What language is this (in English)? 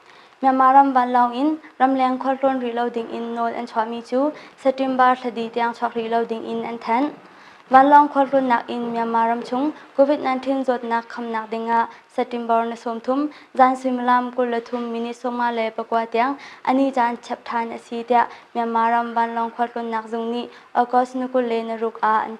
Hakha Chin